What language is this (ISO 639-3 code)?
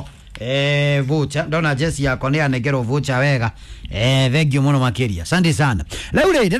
kik